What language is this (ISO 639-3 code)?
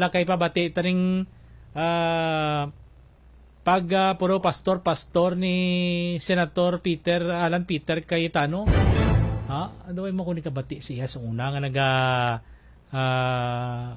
hil